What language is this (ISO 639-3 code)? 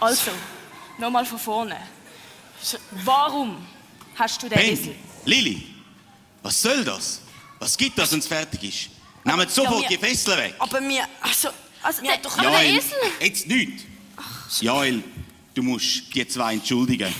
gsw